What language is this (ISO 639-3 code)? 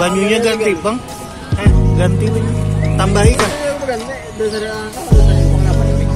bjn